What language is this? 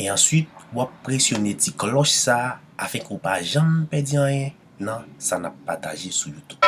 Haitian Creole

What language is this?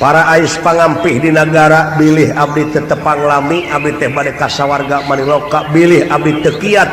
Sundanese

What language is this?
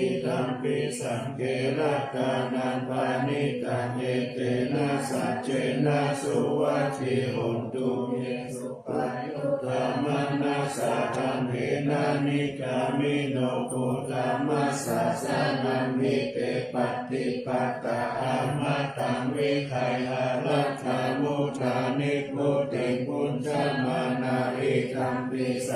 Pali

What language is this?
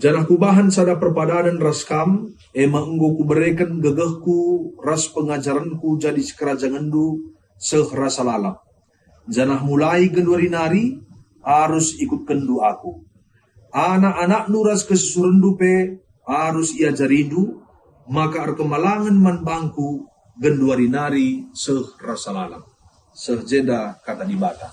Batak Karo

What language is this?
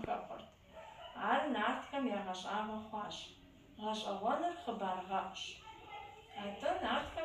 Kabardian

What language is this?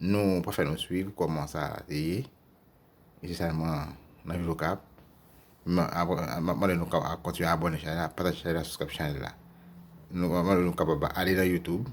Haitian Creole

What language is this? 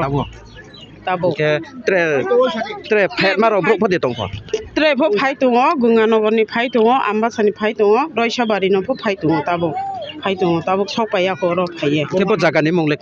Kok Borok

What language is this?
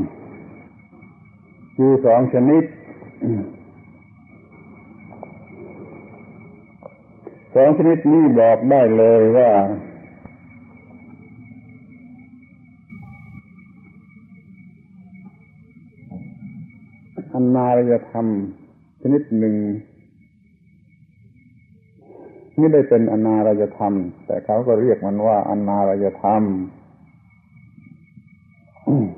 Thai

